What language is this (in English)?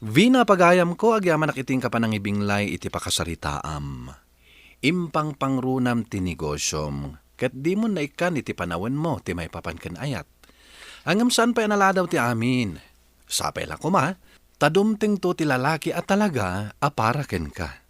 Iloko